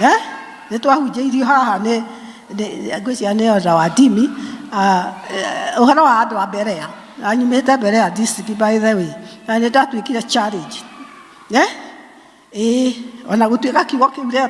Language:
Kikuyu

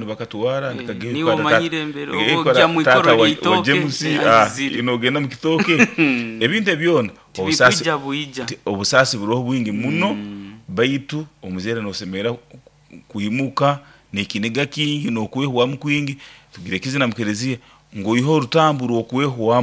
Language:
Nyoro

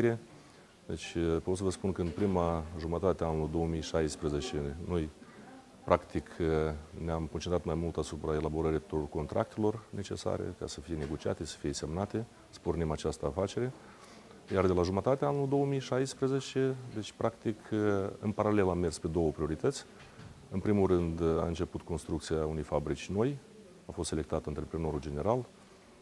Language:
Romanian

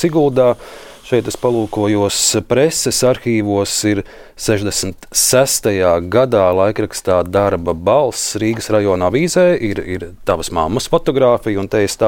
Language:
Latvian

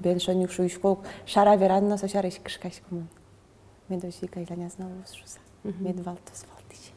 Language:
Udmurt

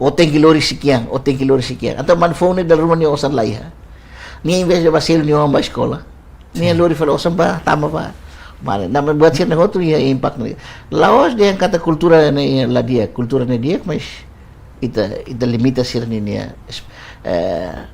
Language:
Tetum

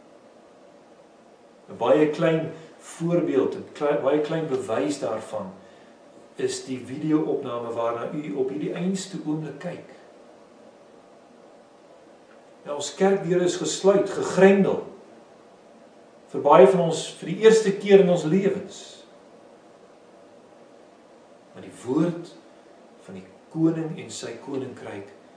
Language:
Afrikaans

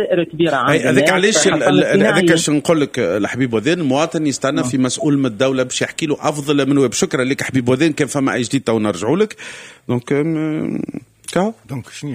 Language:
Tunisian Arabic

